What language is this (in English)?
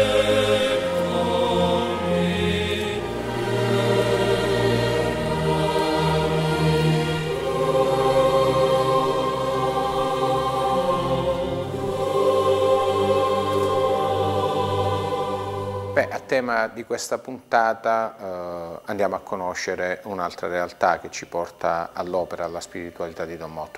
Italian